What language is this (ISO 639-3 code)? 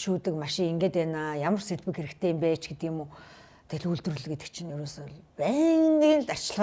mon